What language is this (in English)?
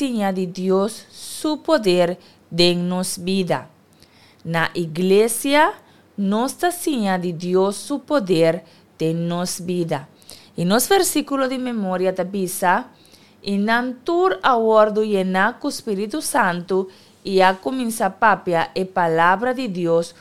Papiamento